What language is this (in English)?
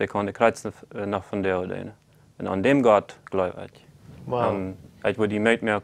Plautdietsch